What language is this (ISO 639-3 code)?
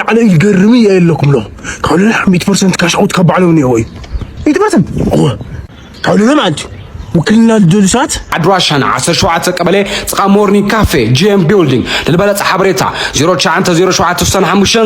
tir